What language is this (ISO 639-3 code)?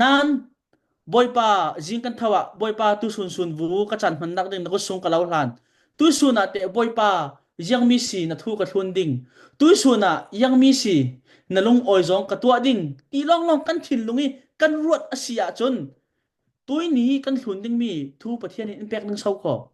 cfm